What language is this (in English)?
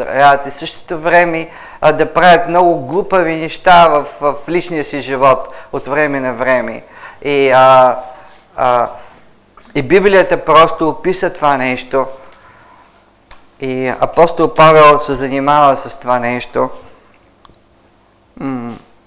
Bulgarian